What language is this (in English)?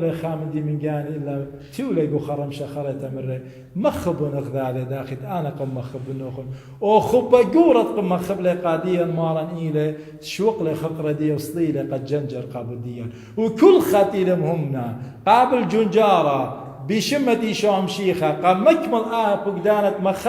Assyrian Neo-Aramaic